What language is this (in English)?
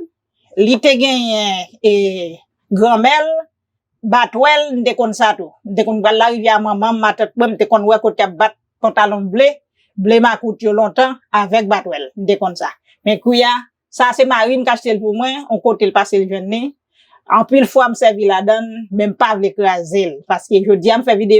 Haitian Creole